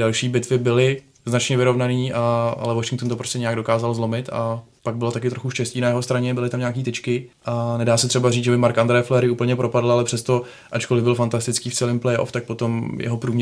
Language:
Czech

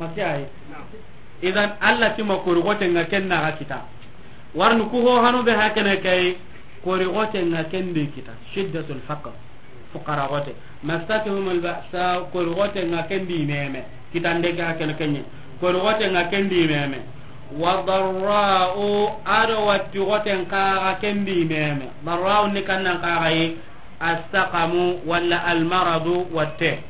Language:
Soninke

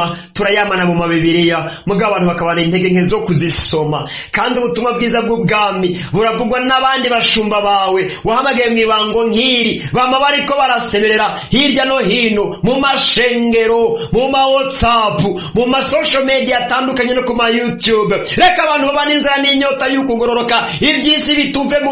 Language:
Rundi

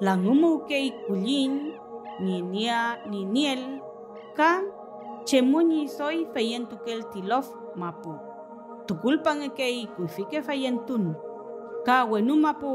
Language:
Mapuche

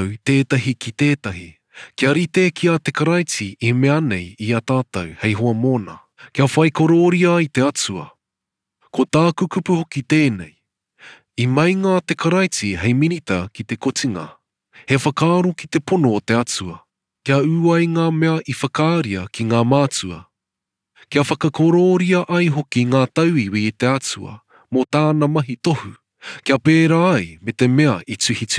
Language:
Māori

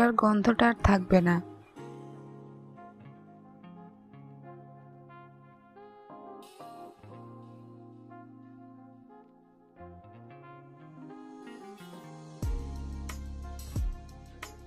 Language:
Bangla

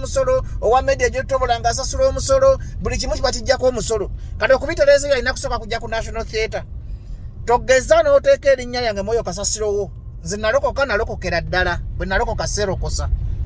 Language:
Ganda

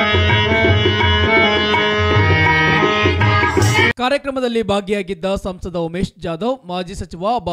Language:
Kannada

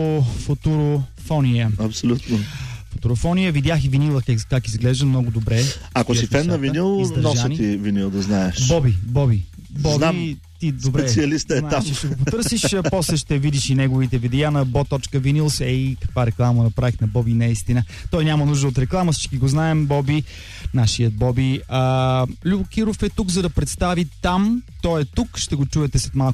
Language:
Bulgarian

